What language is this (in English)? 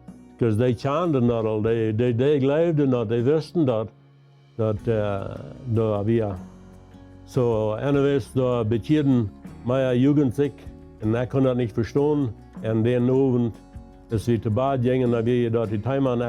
Plautdietsch